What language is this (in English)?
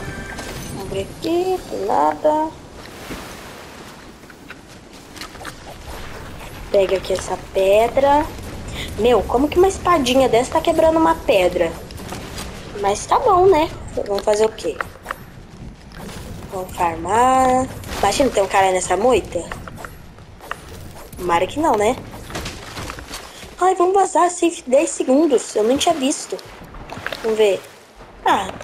Portuguese